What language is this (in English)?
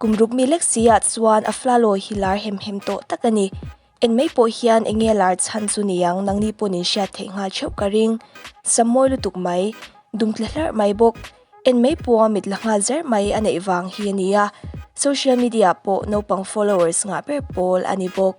Mizo